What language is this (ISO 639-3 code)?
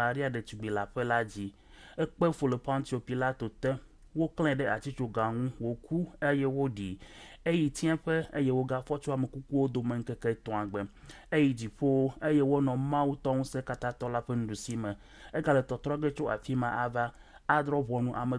ewe